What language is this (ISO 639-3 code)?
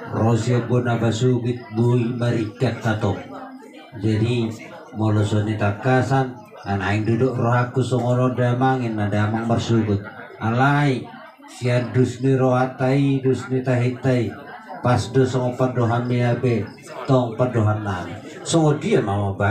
bbc